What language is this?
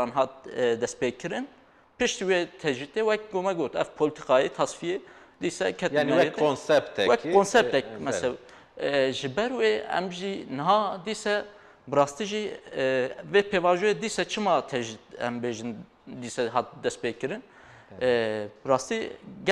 Kurdish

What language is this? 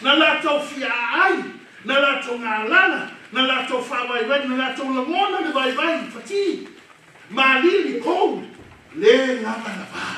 Samoan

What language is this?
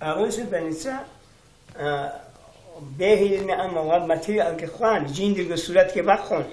Avaric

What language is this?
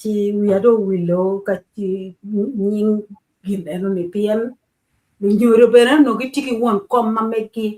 Acoli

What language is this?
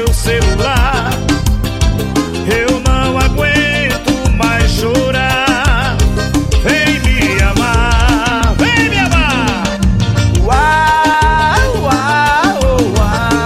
Portuguese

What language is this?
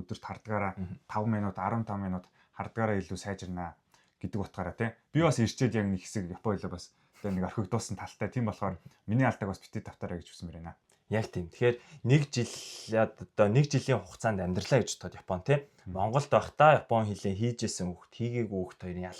Mongolian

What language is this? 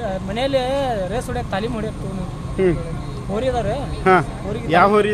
Kannada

